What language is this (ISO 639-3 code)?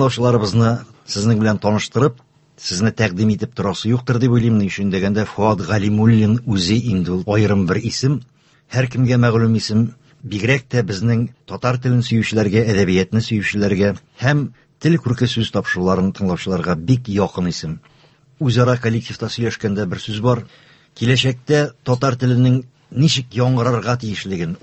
tat